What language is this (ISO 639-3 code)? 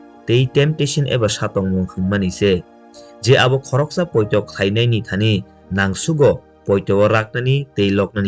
trp